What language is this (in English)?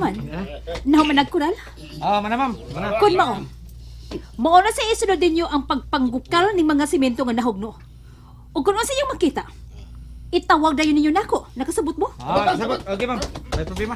Cebuano